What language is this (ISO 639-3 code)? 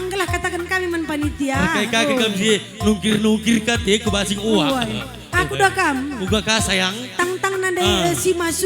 btx